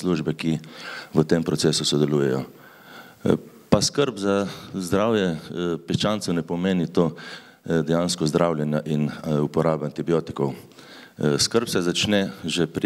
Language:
Slovenian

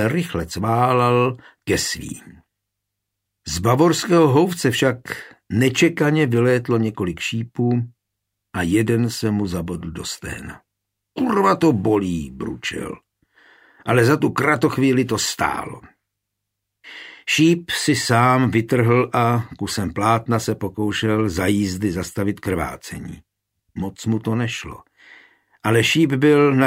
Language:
Czech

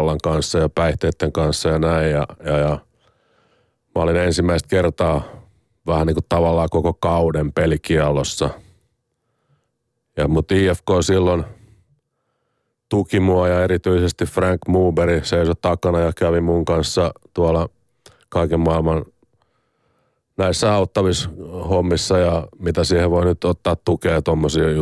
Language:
Finnish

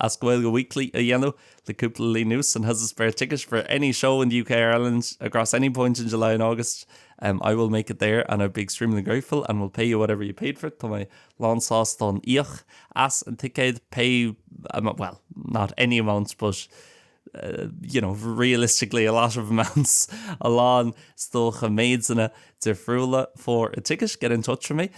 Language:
Irish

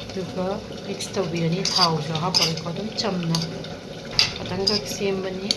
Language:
Manipuri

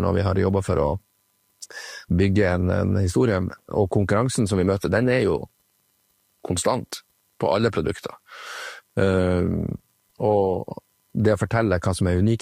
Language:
Norwegian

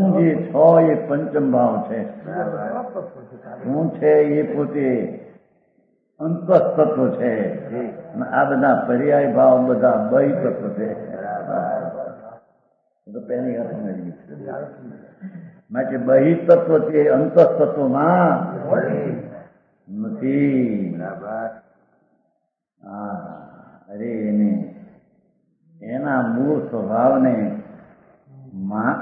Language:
Gujarati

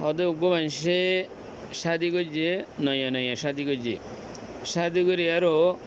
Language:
Rohingya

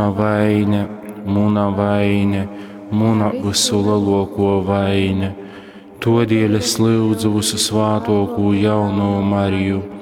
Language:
Latgalian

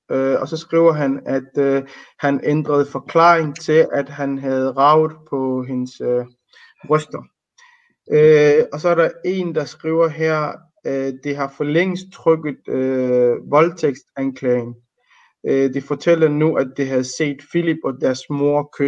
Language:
Danish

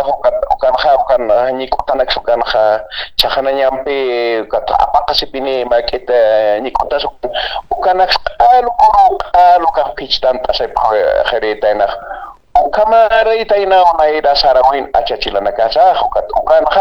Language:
Aymara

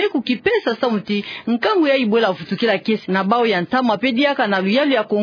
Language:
Kituba (Democratic Republic of Congo)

